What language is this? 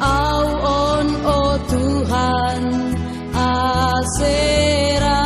Batak Simalungun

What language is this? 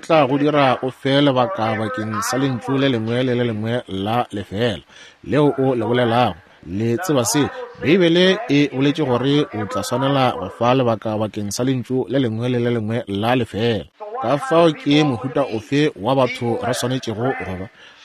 Northern Sotho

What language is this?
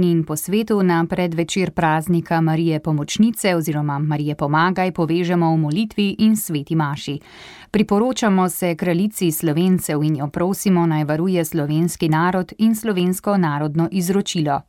Slovenian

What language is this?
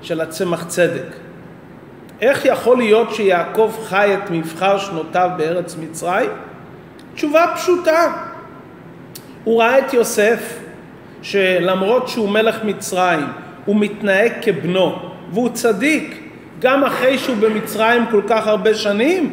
Hebrew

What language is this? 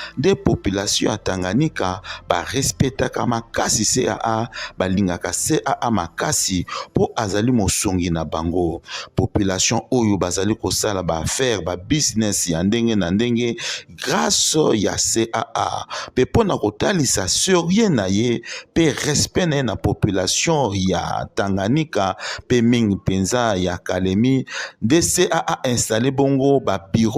Lingala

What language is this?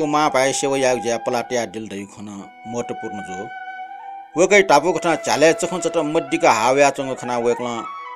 Newari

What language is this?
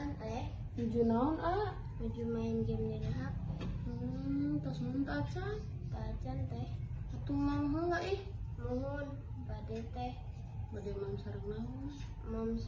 Sundanese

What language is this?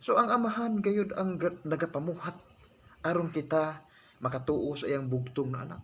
Cebuano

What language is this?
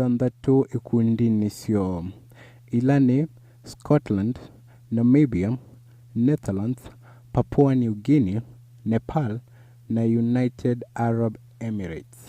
Kamba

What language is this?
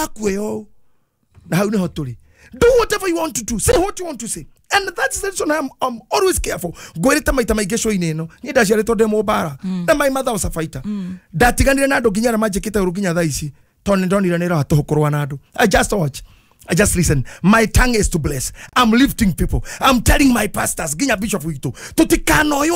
Kikuyu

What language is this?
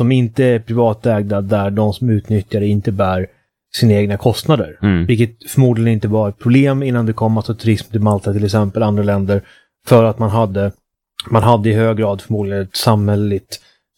Swedish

